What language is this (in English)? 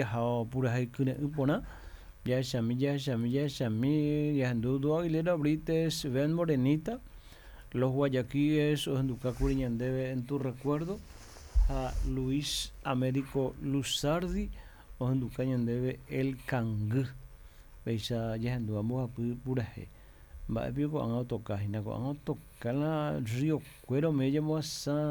Guarani